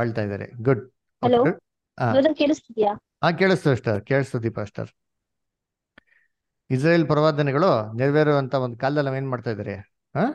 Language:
Kannada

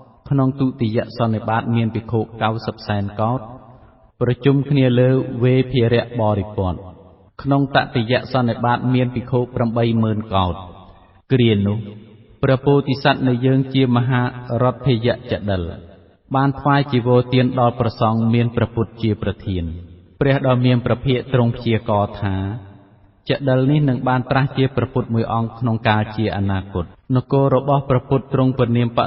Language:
Khmer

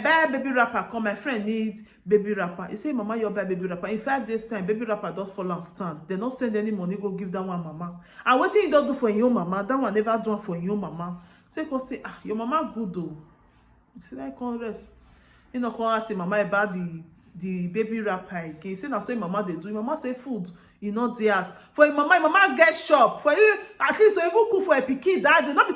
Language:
Nigerian Pidgin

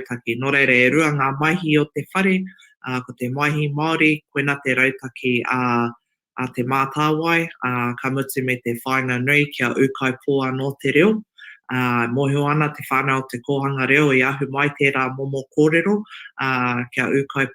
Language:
Māori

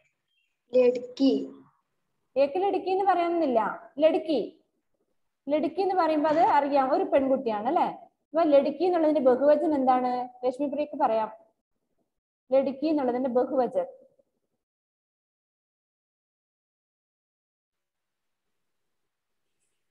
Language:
Malayalam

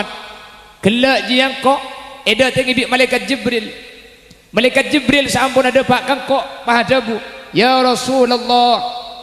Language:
Madurese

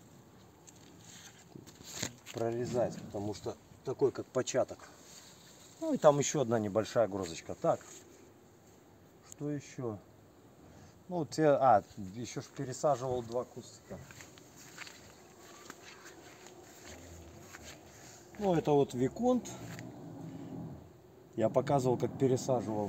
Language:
Russian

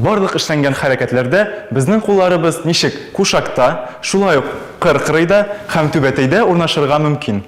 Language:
Tatar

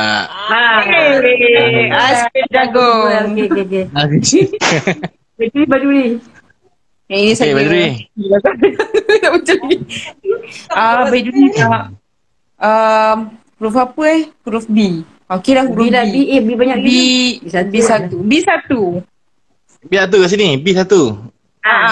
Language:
Malay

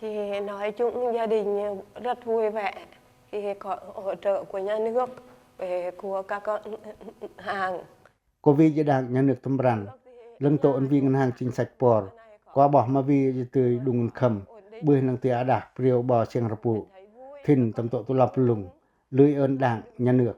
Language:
Pacoh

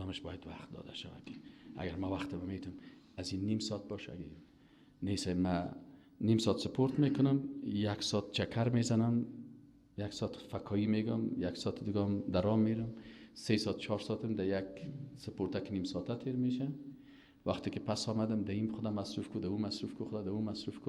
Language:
Persian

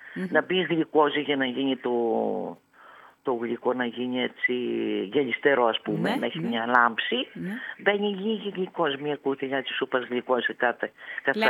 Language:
Greek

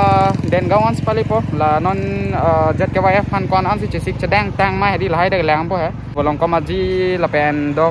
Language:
Karbi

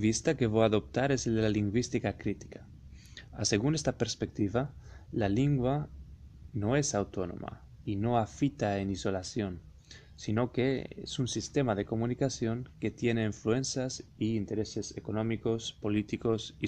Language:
Ladino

